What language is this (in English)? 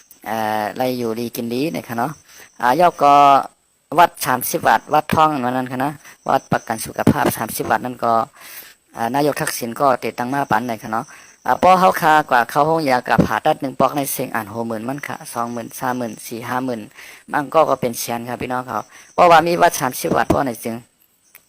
Shan